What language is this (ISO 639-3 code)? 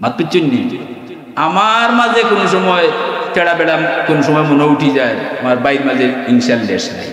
syl